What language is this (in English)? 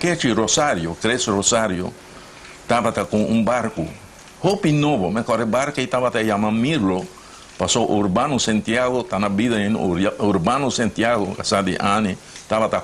Papiamento